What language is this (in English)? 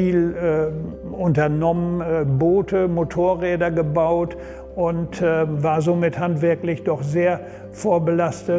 German